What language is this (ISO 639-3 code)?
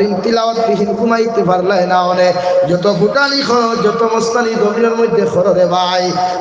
syl